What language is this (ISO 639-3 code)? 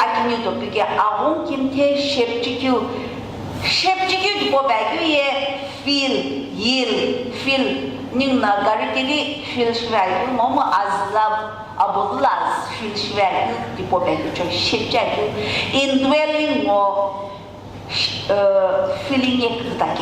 nsm